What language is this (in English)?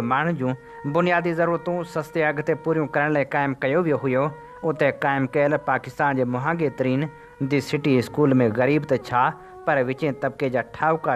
Sindhi